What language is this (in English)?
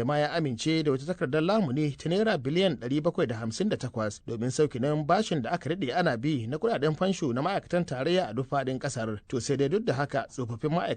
Hausa